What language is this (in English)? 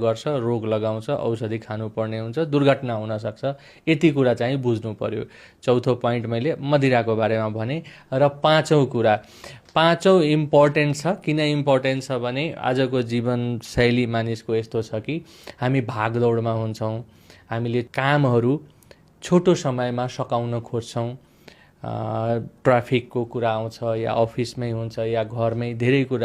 Nepali